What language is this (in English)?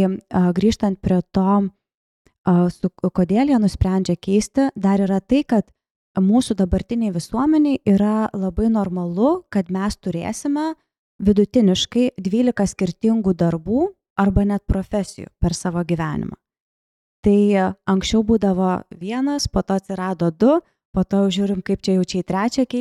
Lithuanian